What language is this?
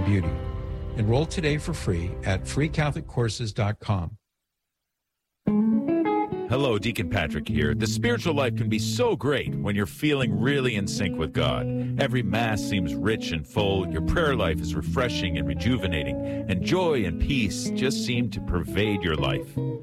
English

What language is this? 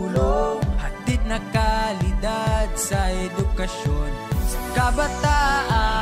Filipino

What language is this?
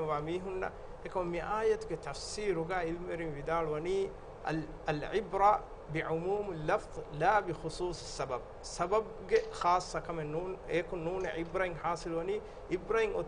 Divehi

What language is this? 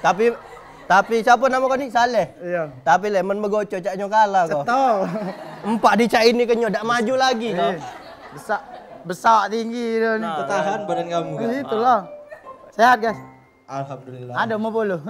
Musi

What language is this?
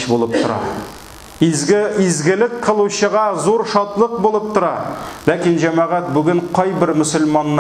Tatar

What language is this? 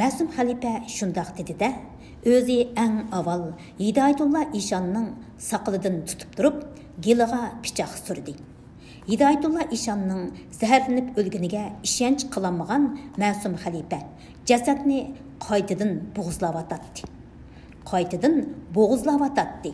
Uyghur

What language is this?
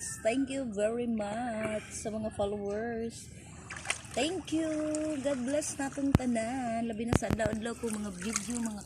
Cebuano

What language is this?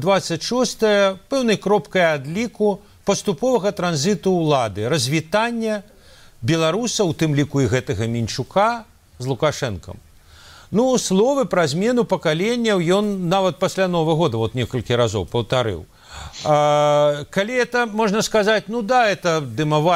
Belarusian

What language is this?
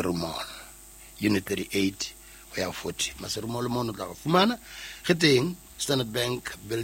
Southern Sotho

